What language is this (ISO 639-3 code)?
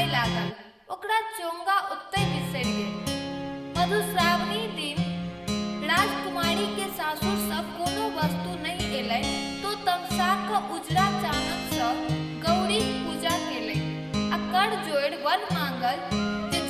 mai